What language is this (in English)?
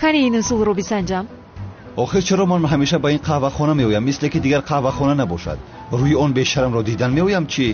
Tajik